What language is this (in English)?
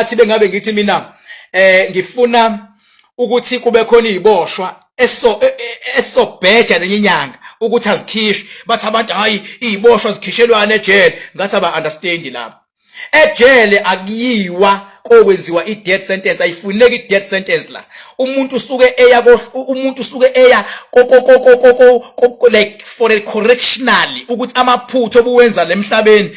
Zulu